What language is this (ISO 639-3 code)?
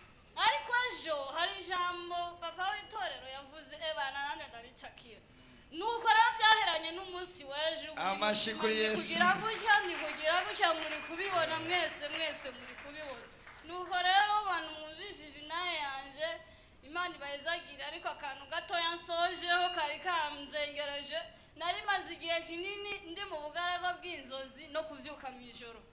run